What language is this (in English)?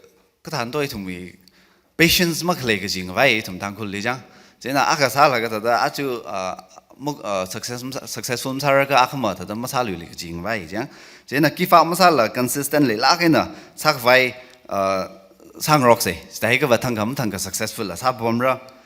Tangkhul Naga (India)